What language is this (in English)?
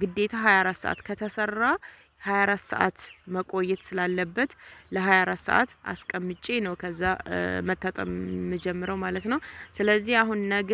Amharic